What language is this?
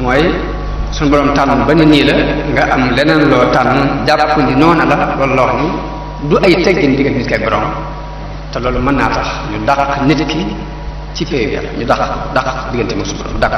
Wolof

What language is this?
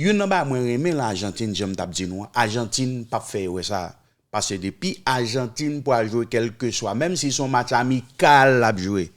Haitian Creole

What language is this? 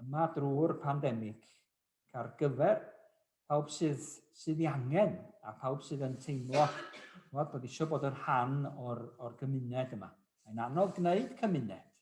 Welsh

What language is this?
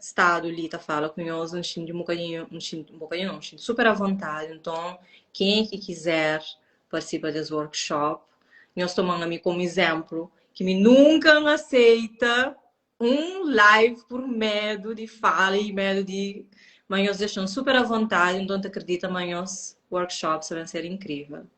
Kabuverdianu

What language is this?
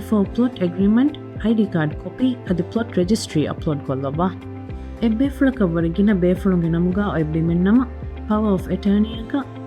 Divehi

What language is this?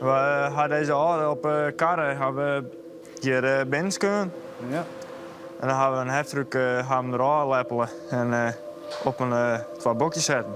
Western Frisian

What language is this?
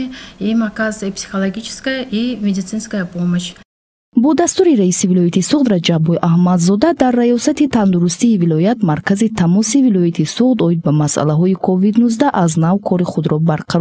Tajik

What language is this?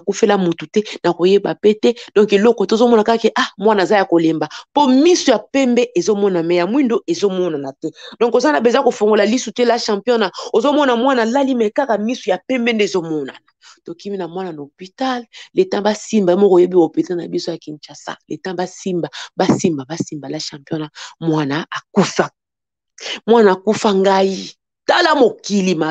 Lingala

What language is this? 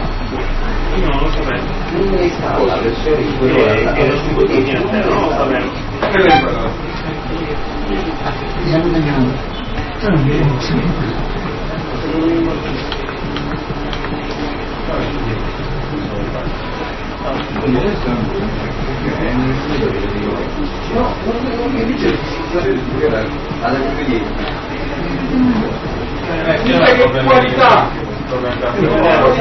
Italian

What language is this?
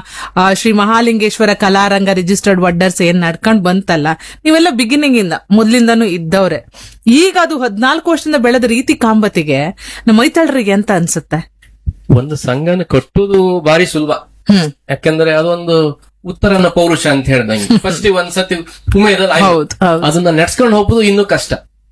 Kannada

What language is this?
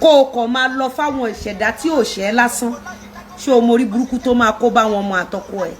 Yoruba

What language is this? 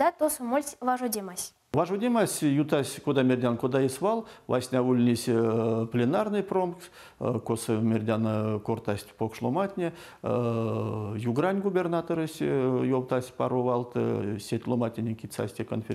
Erzya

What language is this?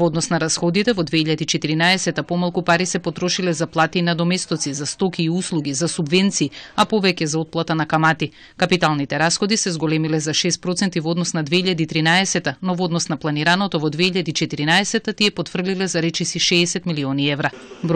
Macedonian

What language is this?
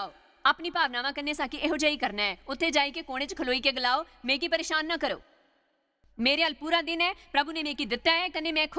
Dogri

